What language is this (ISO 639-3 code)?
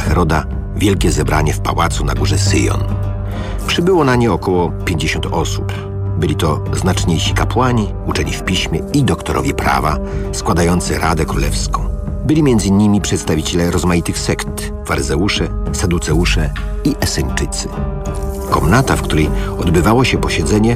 pol